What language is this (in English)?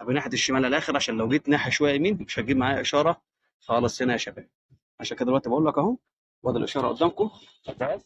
Egyptian Arabic